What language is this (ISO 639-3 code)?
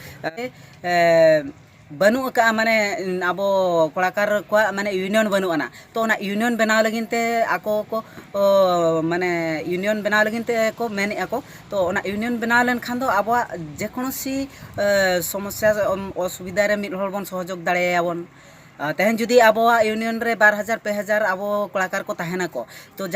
sat